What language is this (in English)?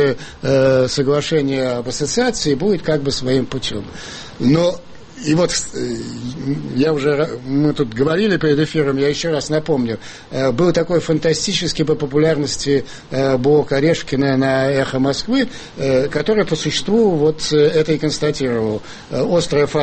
Russian